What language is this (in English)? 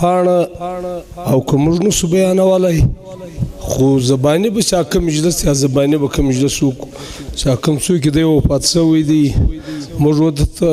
Pashto